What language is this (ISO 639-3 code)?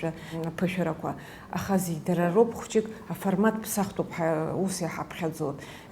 abk